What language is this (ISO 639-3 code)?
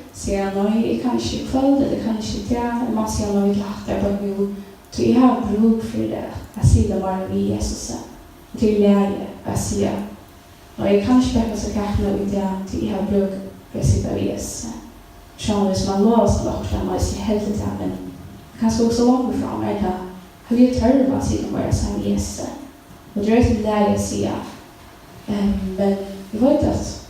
fao